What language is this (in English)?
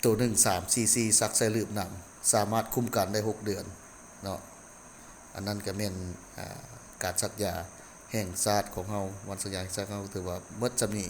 Lao